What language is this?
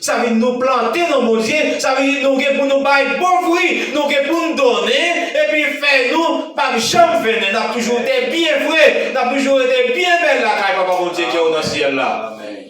Haitian Creole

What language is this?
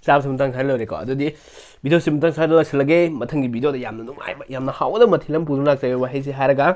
Manipuri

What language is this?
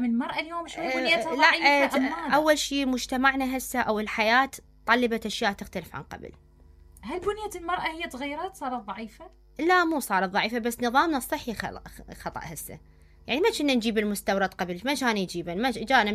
Mesopotamian Arabic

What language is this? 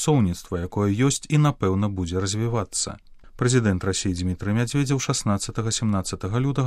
Belarusian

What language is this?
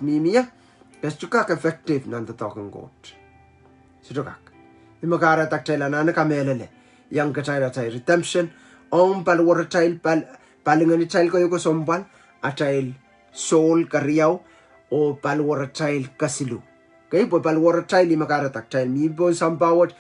Pohnpeian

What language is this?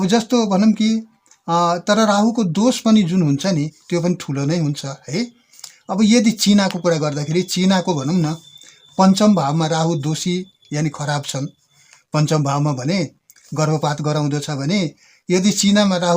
Nepali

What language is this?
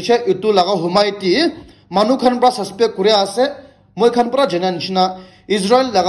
Naga Pidgin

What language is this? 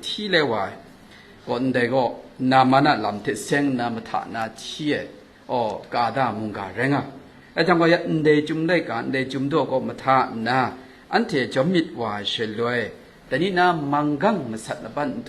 Kachin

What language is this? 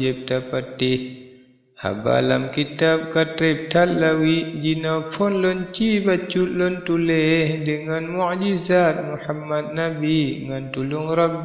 Achinese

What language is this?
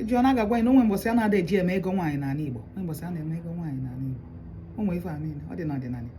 Igbo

